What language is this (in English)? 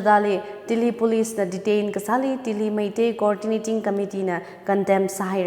Tangkhul Naga (India)